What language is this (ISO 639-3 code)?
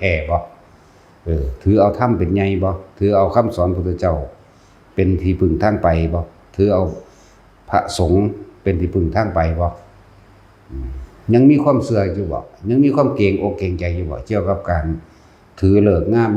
tts